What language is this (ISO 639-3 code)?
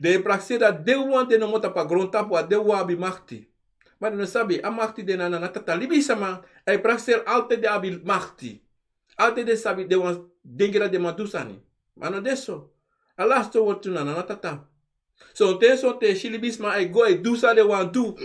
srn